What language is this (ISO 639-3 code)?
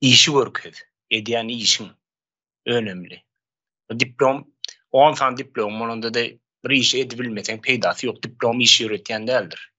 tuk